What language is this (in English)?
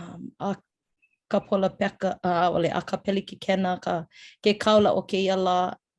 Hawaiian